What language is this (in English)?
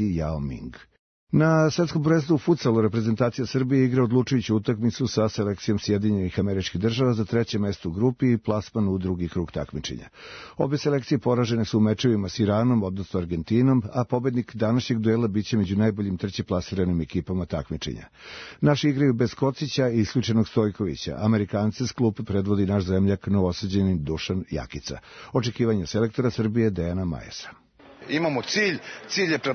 Serbian